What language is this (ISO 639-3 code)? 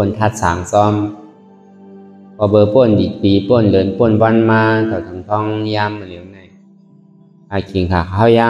shn